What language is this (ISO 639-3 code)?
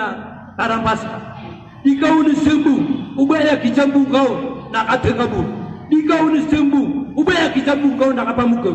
mrw